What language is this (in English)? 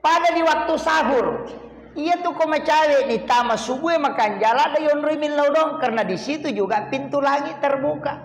Buginese